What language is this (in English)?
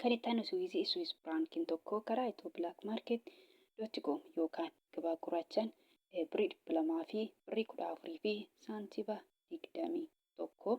Oromo